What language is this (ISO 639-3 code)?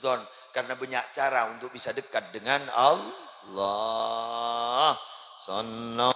mad